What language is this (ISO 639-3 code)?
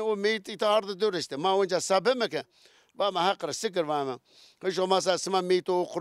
zza